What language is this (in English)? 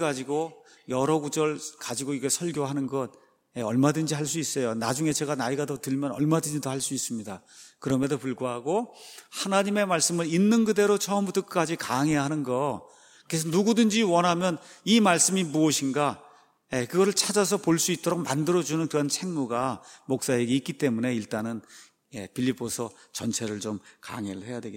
Korean